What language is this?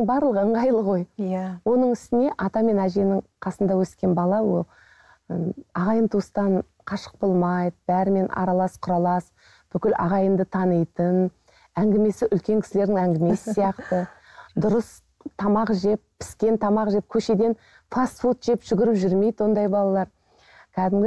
Kazakh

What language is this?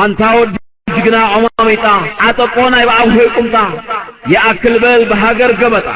Tigrinya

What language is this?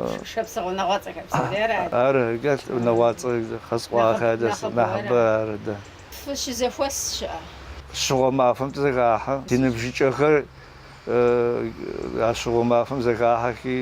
Kabardian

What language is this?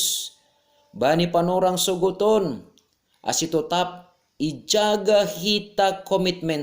Batak Simalungun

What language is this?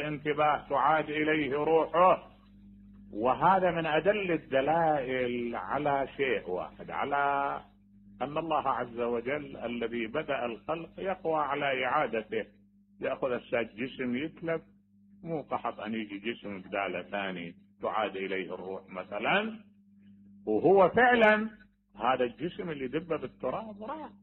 Mesopotamian Arabic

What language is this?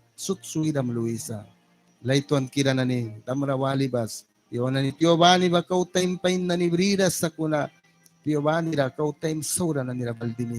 Mískito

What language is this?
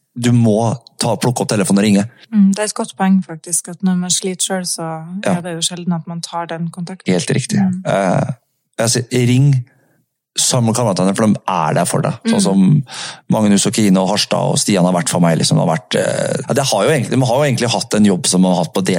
Norwegian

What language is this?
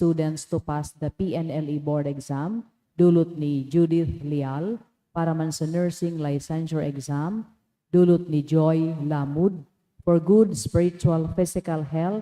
Bikol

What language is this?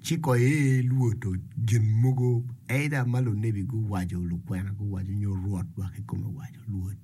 Acoli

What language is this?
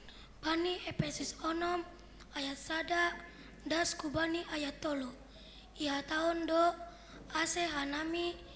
Batak Simalungun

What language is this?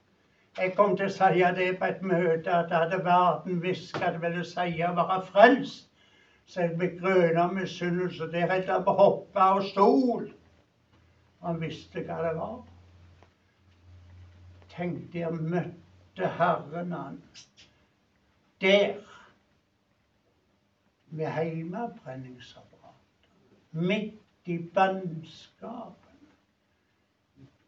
Norwegian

